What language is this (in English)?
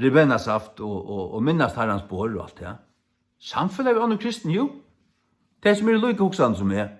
Faroese